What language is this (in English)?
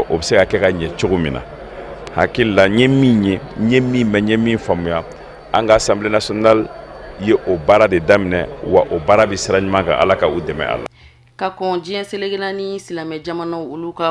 Bambara